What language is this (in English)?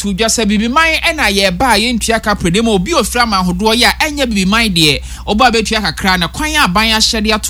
Akan